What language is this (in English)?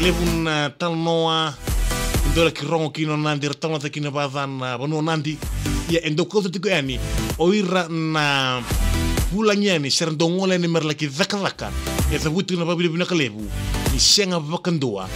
Fijian